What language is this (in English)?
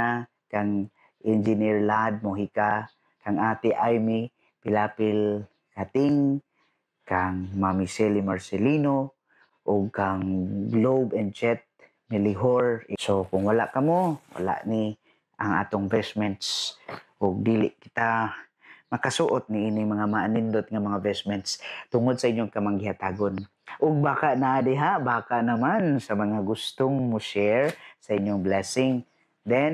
Cebuano